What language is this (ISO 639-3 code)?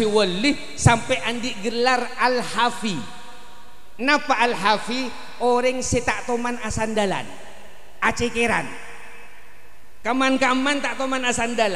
mad